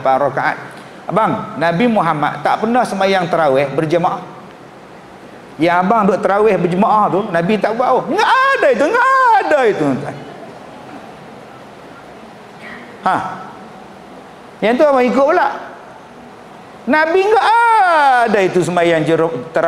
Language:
Malay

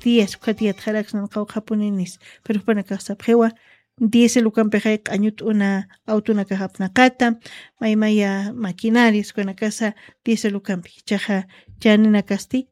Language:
Aymara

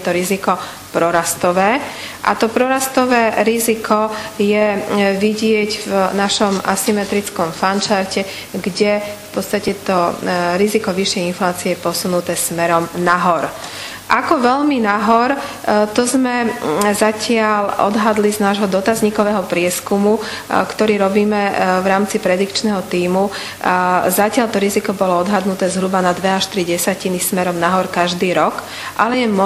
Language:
Slovak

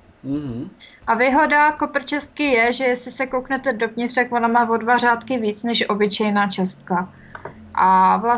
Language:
Czech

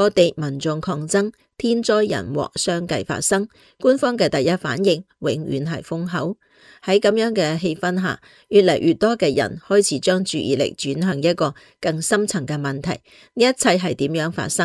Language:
Cantonese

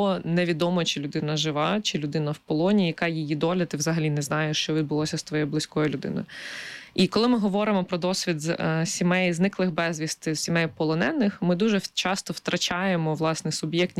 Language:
Ukrainian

